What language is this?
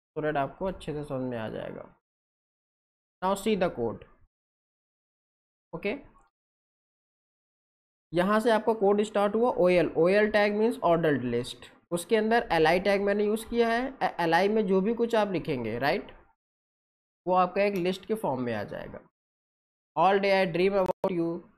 Hindi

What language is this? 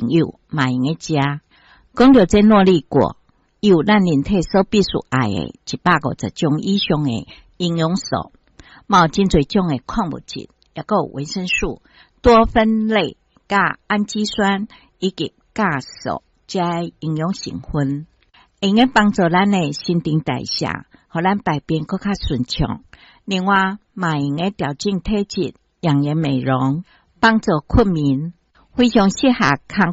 Min Nan Chinese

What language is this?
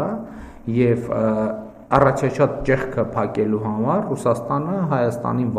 Armenian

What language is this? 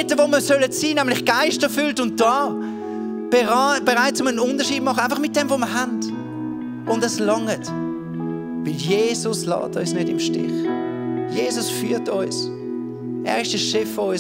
Swiss German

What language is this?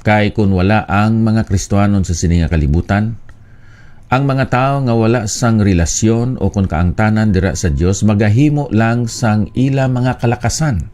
Hiligaynon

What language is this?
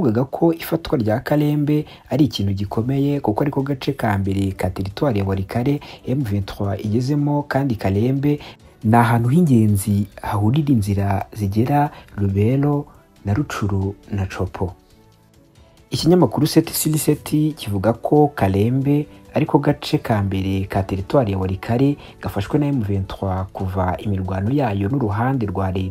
Kinyarwanda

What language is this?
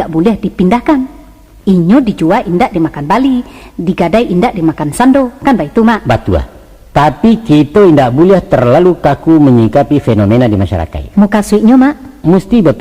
Minangkabau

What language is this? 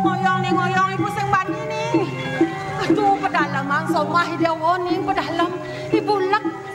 Balinese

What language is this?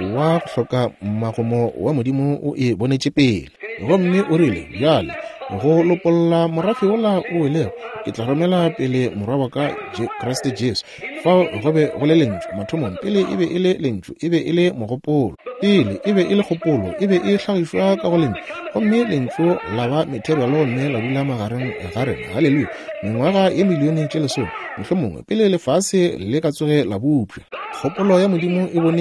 Northern Sotho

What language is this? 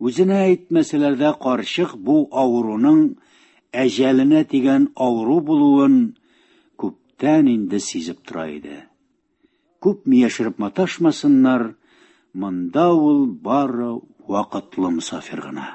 Tatar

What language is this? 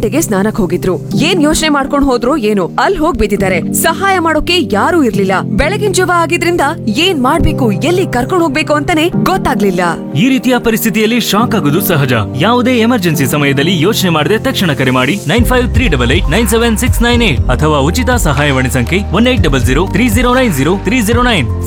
Kannada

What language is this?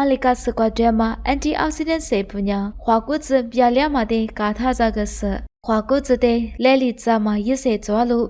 Lisu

